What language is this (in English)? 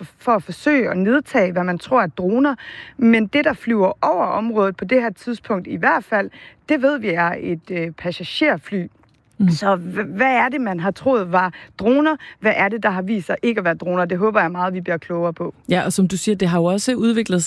Danish